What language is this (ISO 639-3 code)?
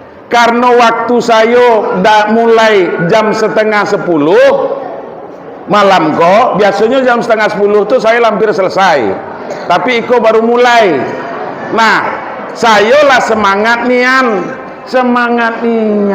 min